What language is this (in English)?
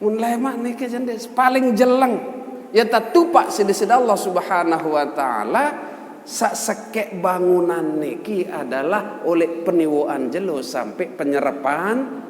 Sasak